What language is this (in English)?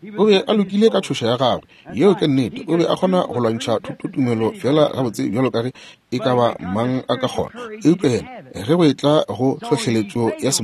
Northern Sotho